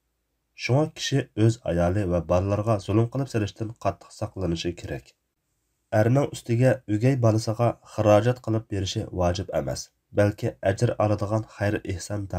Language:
Uyghur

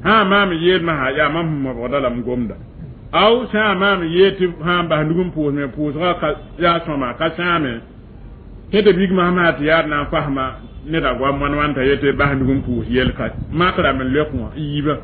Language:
Mossi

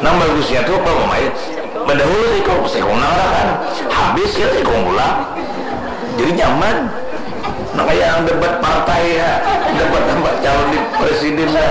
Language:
Banjar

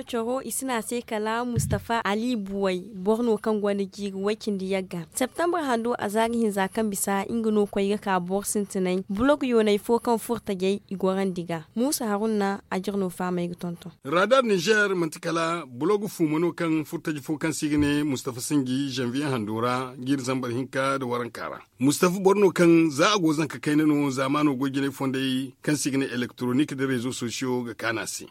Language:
Zarma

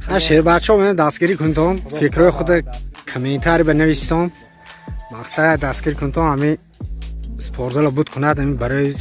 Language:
Tajik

